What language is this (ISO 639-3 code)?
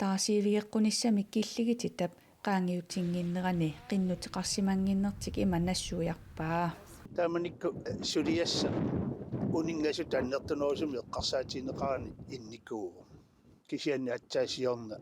kal